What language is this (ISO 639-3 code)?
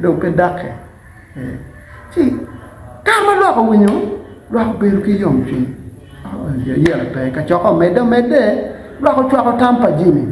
ach